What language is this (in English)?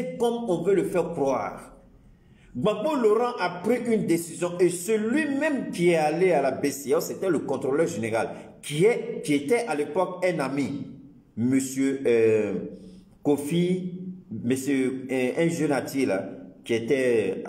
French